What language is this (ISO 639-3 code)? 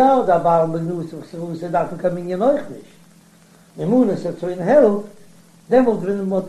yid